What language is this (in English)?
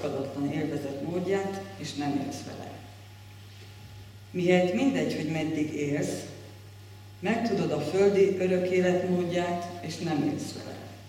Hungarian